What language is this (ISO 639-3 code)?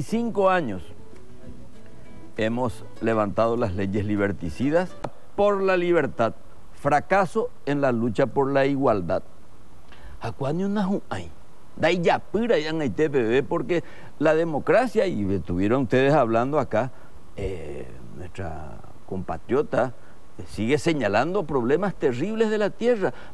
spa